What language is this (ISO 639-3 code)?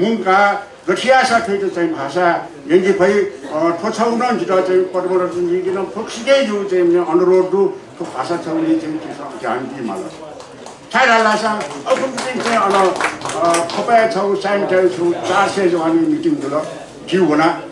new